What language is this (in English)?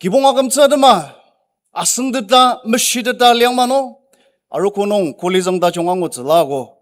Ao Naga